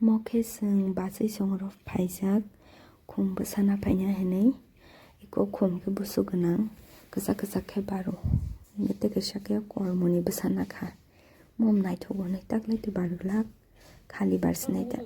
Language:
Kok Borok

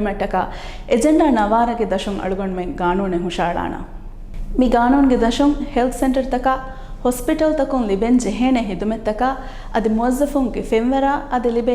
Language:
Divehi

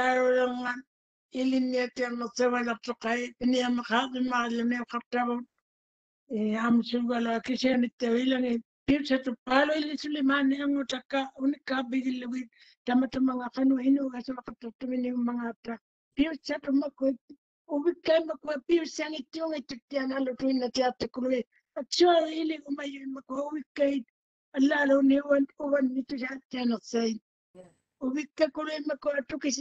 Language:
Māori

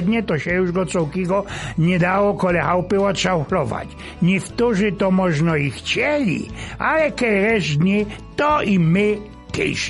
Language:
Silesian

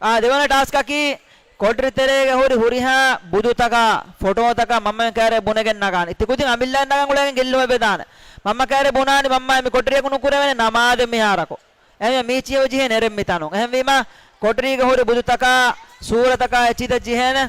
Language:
Divehi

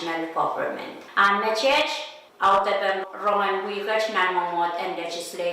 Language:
Pohnpeian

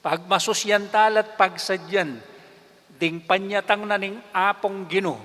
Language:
Pampanga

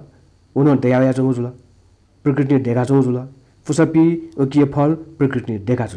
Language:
Newari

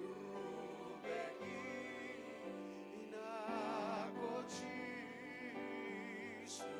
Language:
Fijian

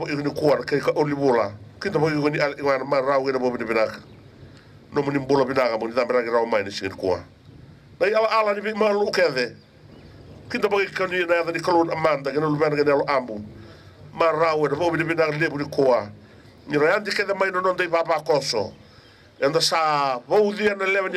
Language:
Fijian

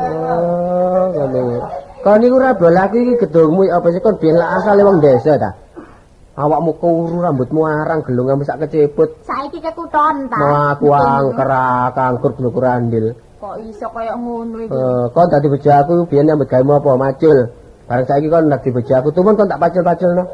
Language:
Javanese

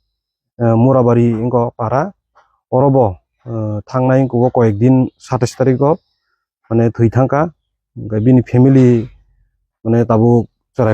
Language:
Kok Borok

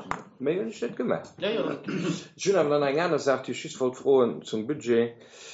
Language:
Luxembourgish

